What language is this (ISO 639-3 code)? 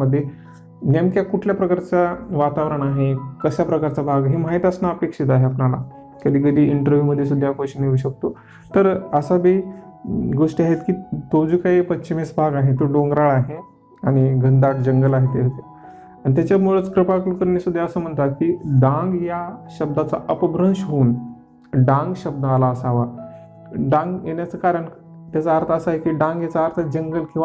mar